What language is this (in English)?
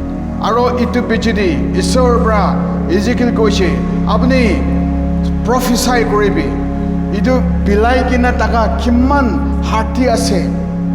Naga Pidgin